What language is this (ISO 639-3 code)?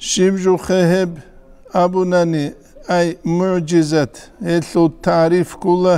ava